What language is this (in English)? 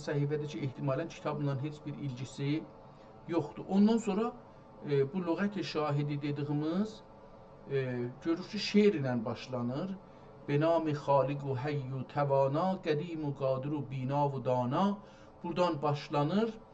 South Azerbaijani